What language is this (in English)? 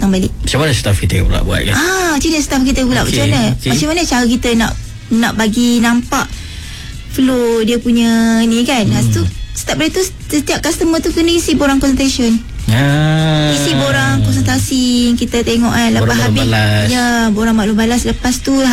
Malay